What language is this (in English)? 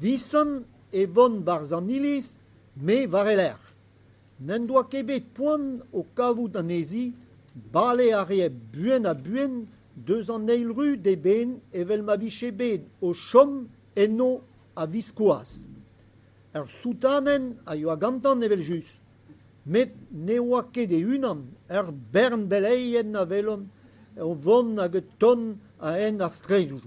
Breton